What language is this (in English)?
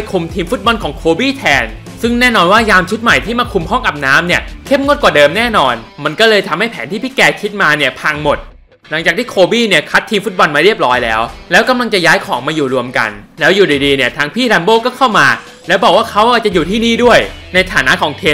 Thai